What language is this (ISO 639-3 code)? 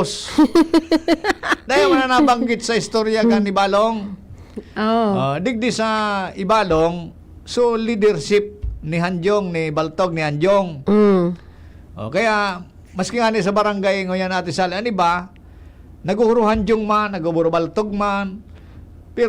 bik